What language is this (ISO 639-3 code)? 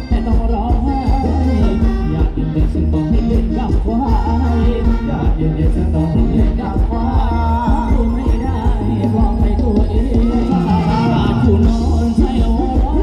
tha